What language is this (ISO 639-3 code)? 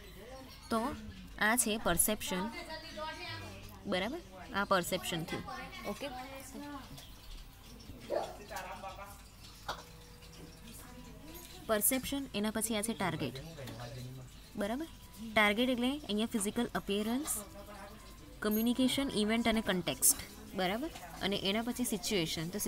guj